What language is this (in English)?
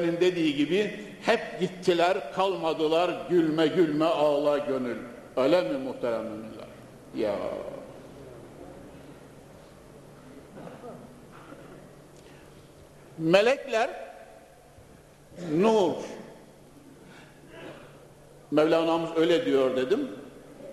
Turkish